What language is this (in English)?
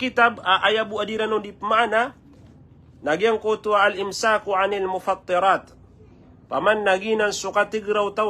Maranao